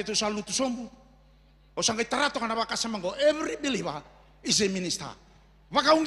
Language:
Fijian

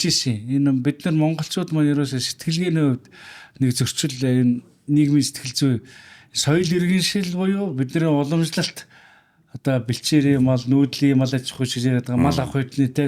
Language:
Mongolian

